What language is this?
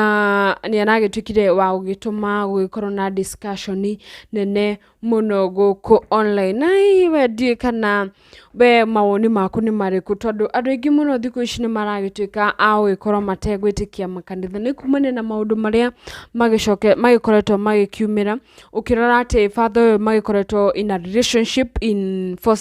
Kikuyu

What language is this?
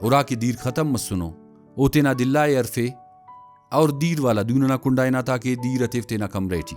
Brahui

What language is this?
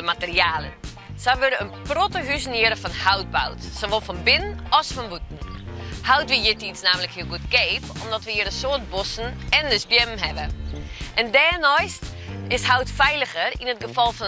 Western Frisian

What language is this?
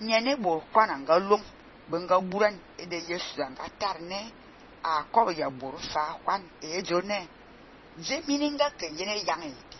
Fang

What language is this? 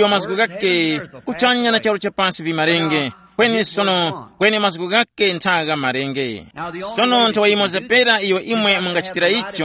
Tumbuka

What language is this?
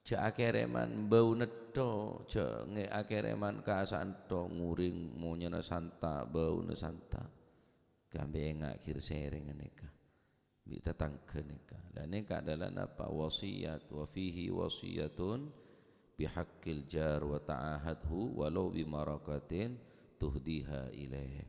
Madurese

